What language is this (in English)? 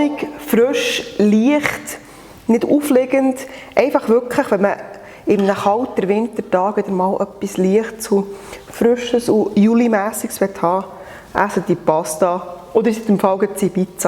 Swiss German